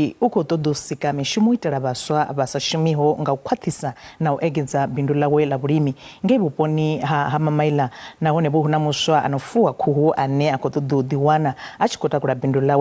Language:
Venda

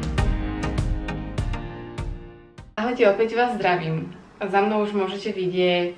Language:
Slovak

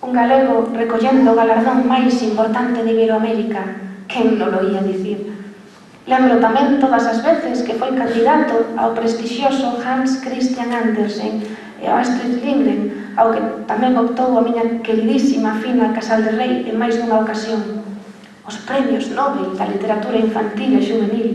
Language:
Galician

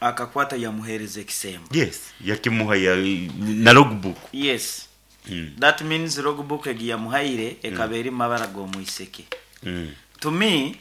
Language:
Nyankole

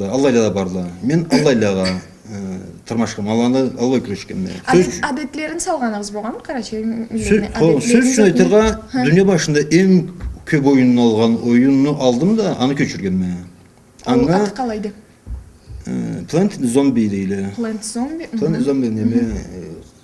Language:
Karachay-Balkar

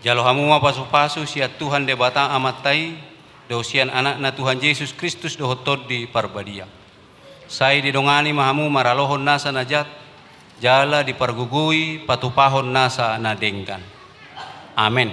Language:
Batak Toba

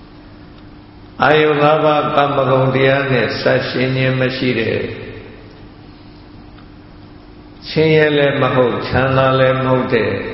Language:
Burmese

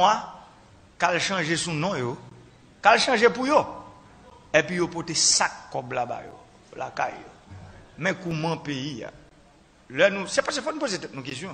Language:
Haitian Creole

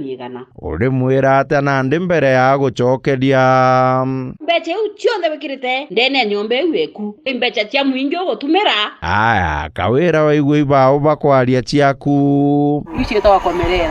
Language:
Meru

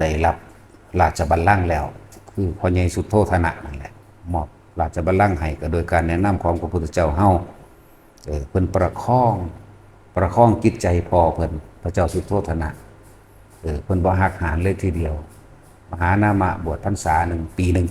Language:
Northeastern Thai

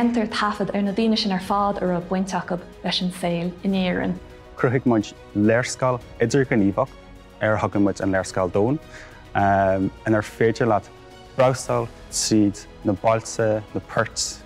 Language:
Irish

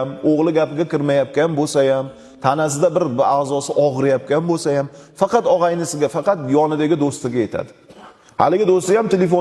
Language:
Uzbek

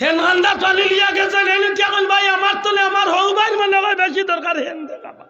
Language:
Sylheti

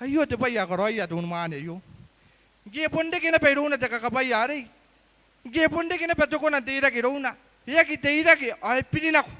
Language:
Gilbertese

